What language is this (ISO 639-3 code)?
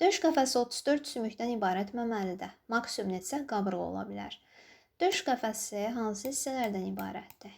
aze